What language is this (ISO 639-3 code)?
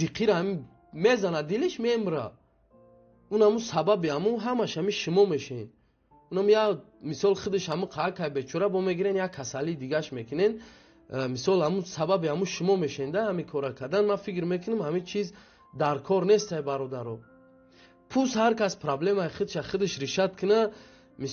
tgk